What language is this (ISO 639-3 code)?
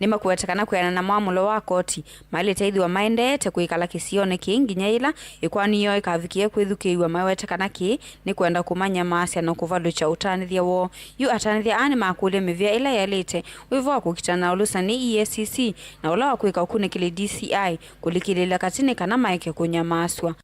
kam